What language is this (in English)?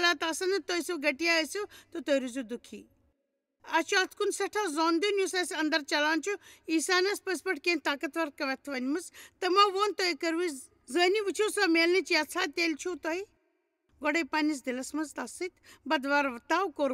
Kashmiri